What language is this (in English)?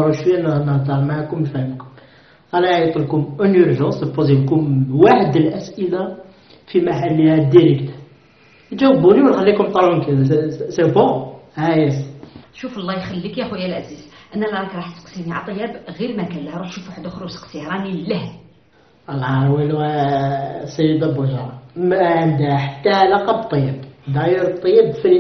Algerian Arabic